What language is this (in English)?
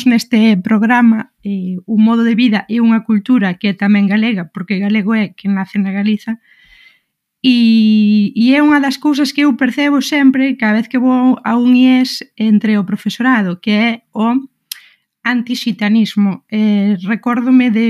Galician